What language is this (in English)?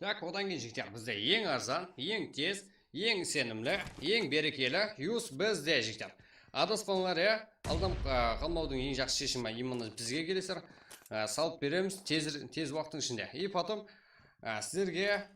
Kara-Kalpak